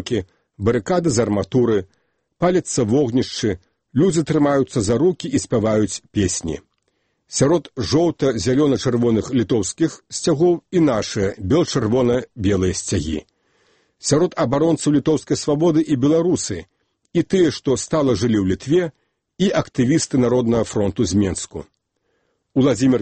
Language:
Belarusian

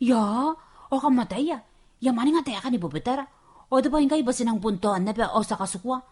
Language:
Gilbertese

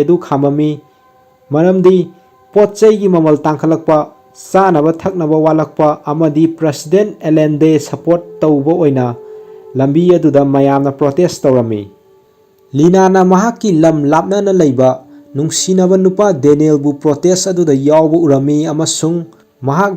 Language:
Manipuri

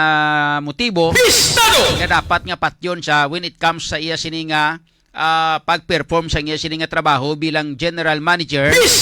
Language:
Hiligaynon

